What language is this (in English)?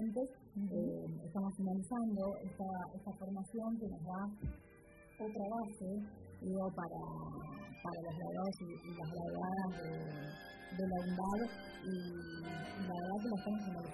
Spanish